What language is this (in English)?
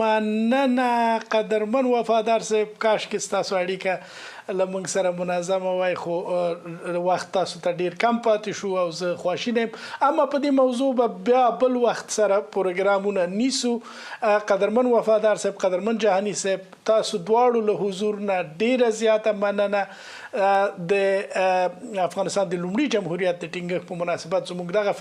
Pashto